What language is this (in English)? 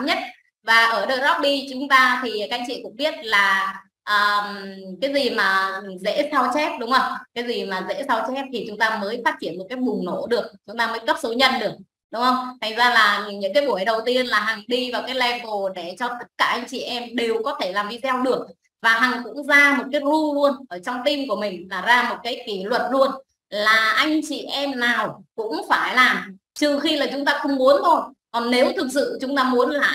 Vietnamese